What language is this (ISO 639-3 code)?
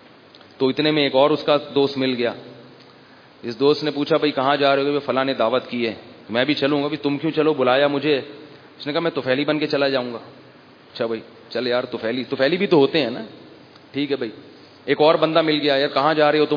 urd